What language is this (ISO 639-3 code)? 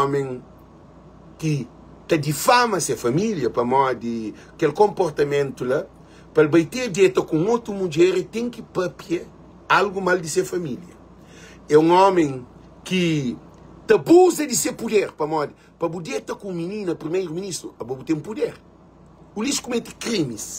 kea